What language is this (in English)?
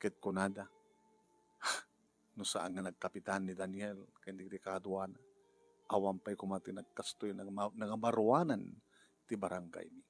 Iloko